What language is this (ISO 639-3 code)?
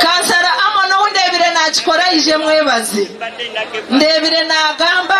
nyn